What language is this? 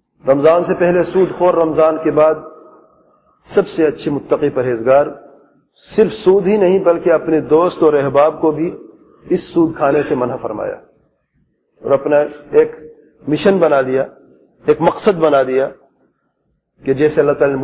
Urdu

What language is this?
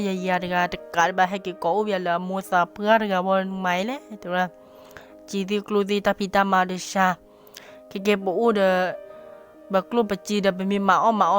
S'gaw Karen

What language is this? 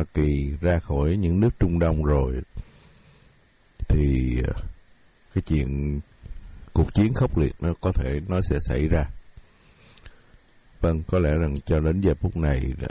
Vietnamese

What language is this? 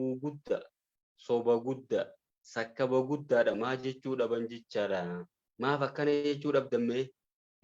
Oromo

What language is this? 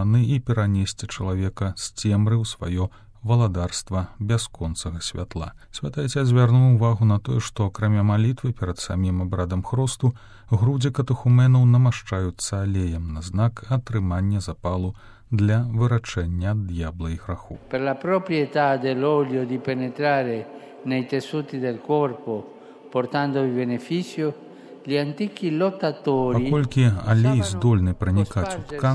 Belarusian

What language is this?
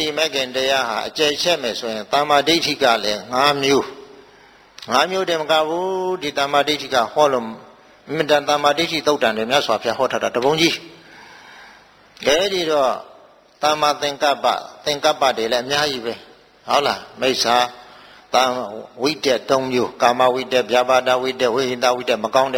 Burmese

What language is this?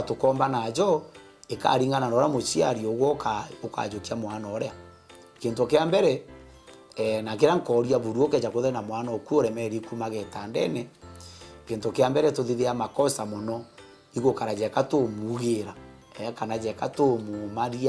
Meru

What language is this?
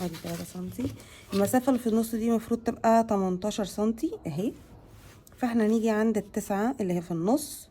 Egyptian Arabic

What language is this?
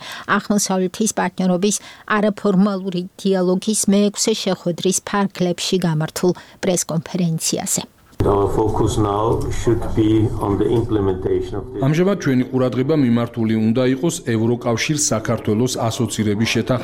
Georgian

